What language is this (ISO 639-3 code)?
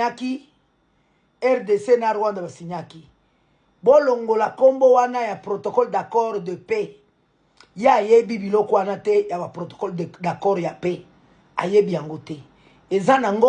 lin